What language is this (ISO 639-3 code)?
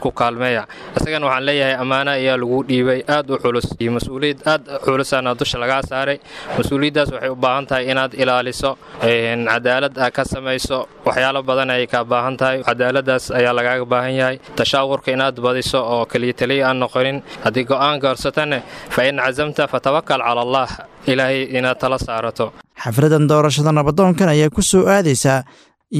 som